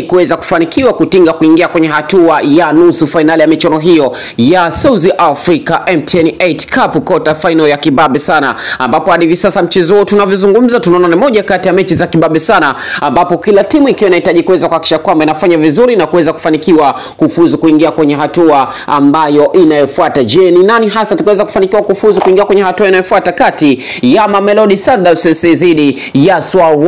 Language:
Swahili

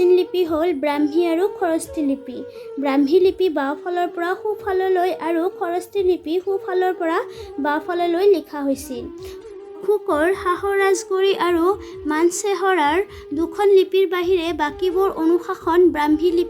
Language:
Assamese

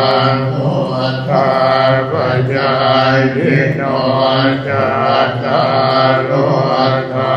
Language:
Pali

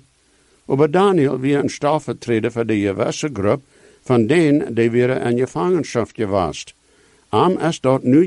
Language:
Plautdietsch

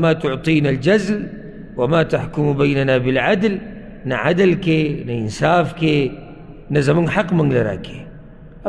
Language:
Pashto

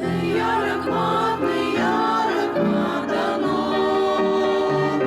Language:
Ossetic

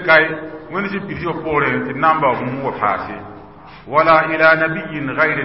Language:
Mossi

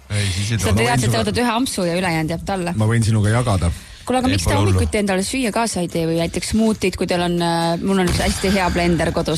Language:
Estonian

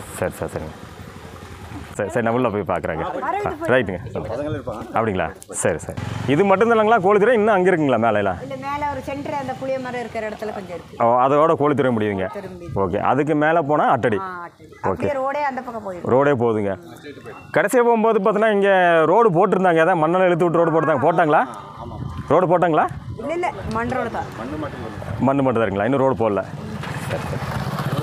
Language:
Tamil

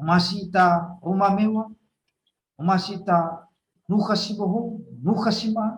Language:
Nias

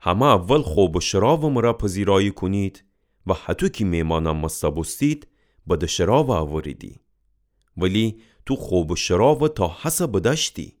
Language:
Gilaki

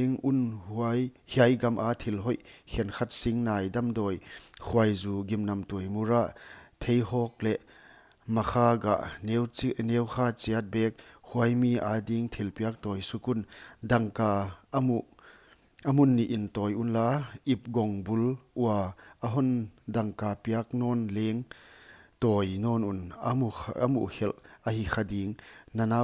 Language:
Paite Chin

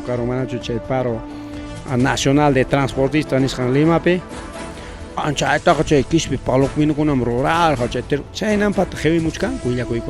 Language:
Ayacucho Quechua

